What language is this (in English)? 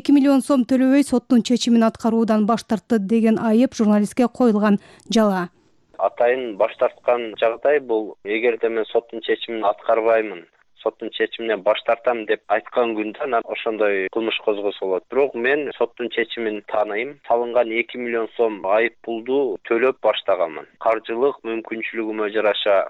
Kyrgyz